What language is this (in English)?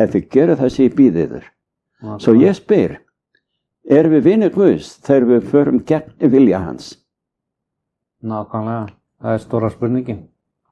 Icelandic